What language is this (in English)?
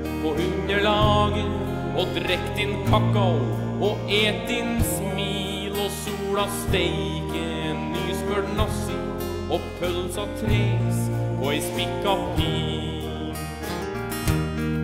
Norwegian